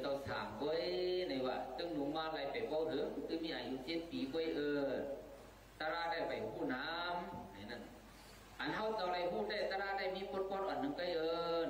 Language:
Shan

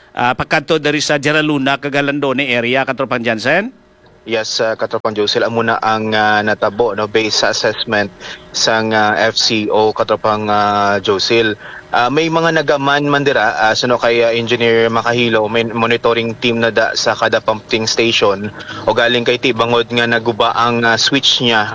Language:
Hiligaynon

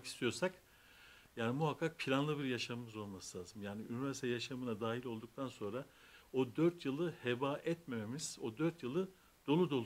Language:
Turkish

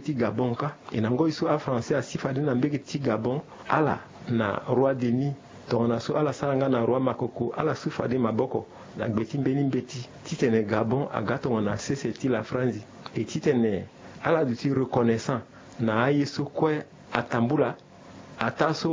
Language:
Sango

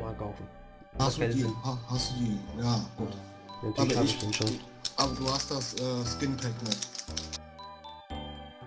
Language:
German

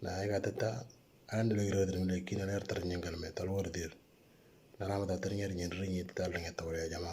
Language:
Moro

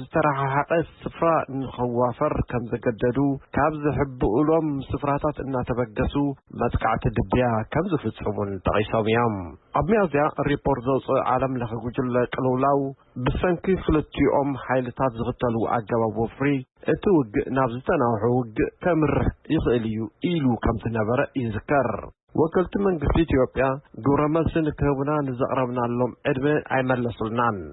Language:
Tigrinya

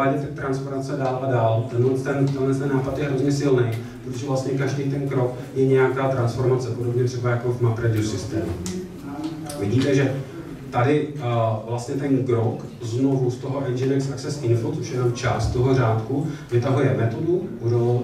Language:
Czech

